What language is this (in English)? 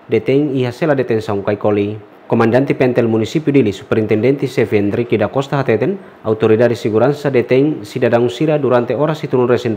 Tetum